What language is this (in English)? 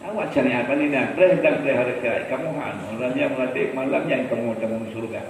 Achinese